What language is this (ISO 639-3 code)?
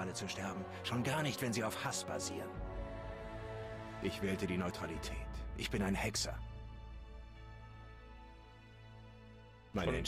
deu